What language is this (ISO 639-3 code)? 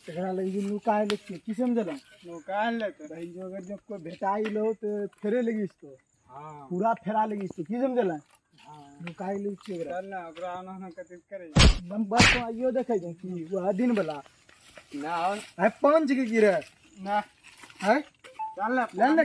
mai